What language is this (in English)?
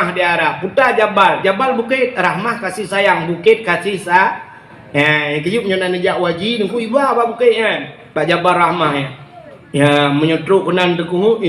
Achinese